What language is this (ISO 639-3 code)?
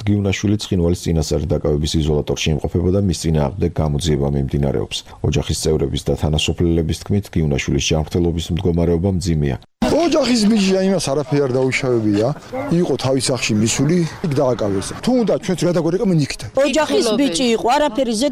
kat